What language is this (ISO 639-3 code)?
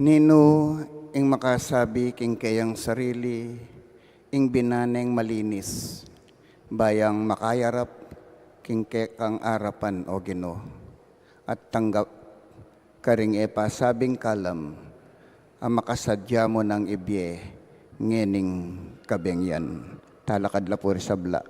pam